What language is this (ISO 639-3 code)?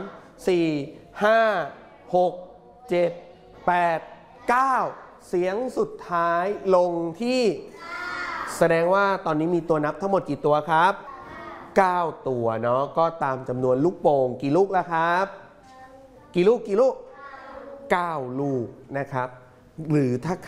tha